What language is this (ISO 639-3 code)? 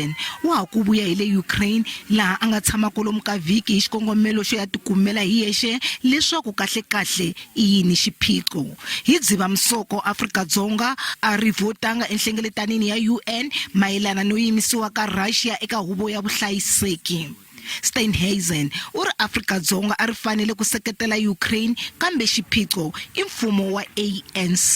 tso